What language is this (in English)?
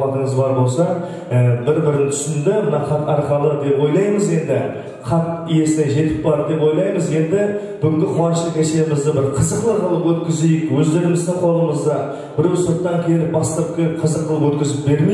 Kara-Kalpak